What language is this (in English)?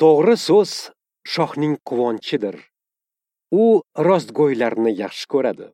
Uzbek